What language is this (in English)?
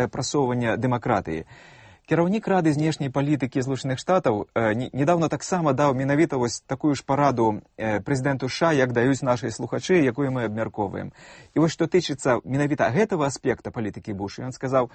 Belarusian